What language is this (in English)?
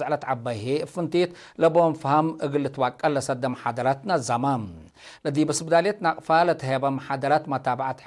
Tigre